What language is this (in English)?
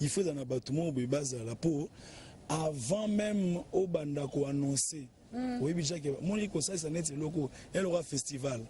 Lingala